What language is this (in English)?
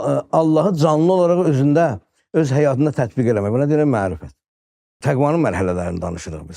Azerbaijani